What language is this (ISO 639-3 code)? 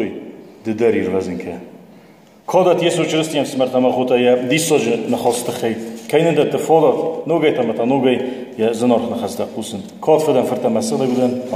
oss